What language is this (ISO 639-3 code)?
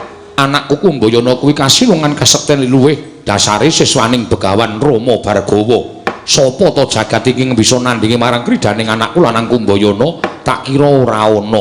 jav